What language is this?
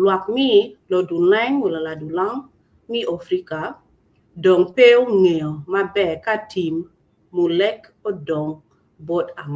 Acoli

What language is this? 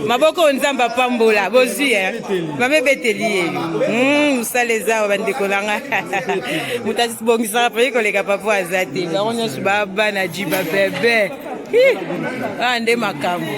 Lingala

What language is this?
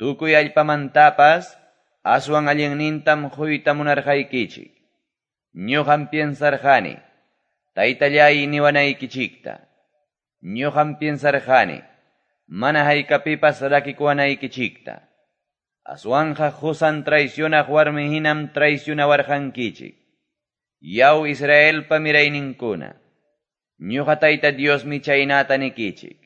Quechua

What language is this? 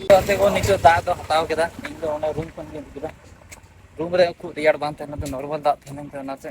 Santali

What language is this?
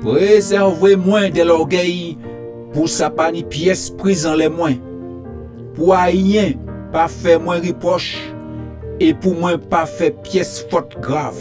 Guadeloupean Creole French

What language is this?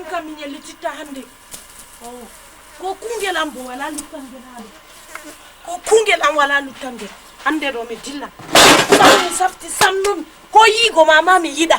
Fula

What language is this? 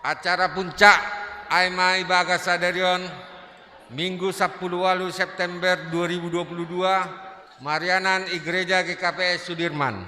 Batak Simalungun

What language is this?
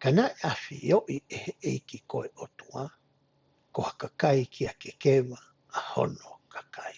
Tongan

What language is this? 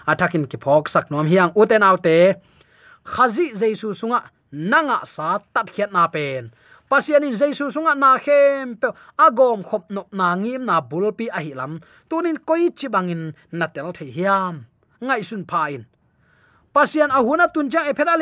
Tedim Chin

